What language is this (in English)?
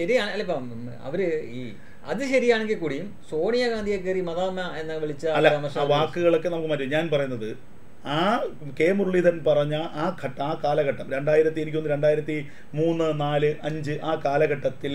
Malayalam